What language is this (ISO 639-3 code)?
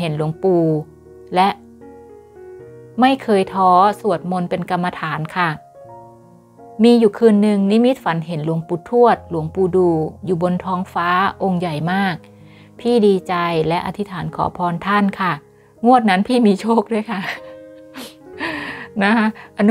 tha